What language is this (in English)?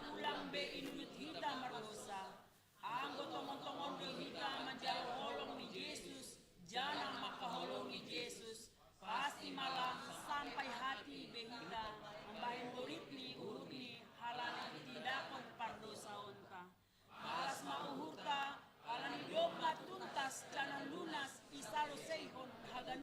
Batak Simalungun